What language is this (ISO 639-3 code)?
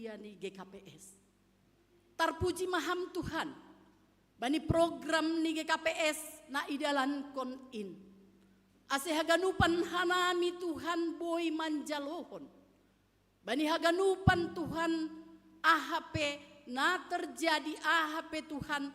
bts